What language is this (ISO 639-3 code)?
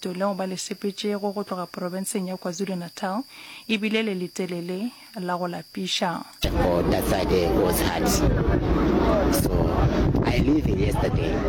nso